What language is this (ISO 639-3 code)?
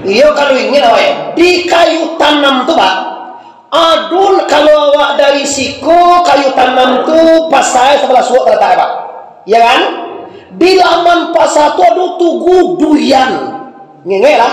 min